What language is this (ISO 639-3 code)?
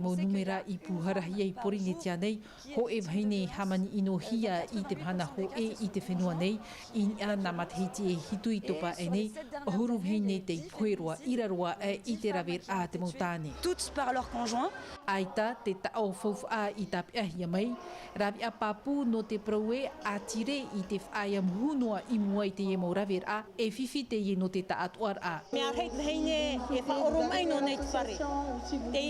tah